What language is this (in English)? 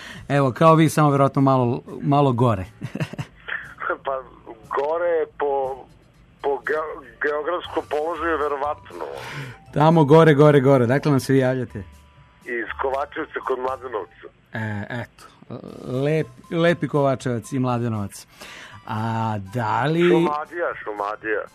Serbian